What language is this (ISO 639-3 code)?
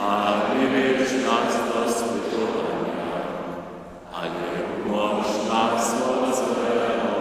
hsb